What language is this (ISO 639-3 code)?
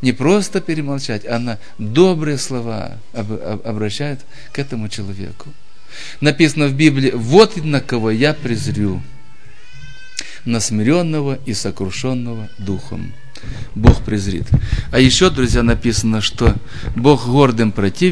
rus